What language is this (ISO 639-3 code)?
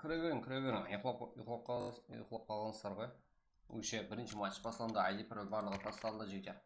kaa